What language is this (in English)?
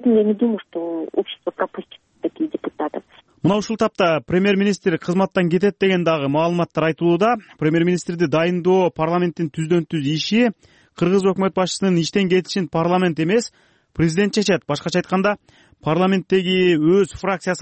Kyrgyz